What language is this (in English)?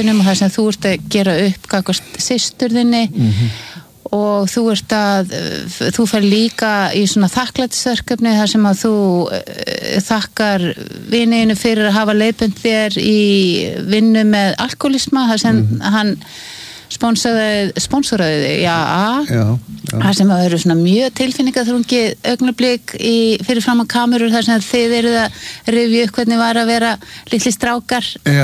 Icelandic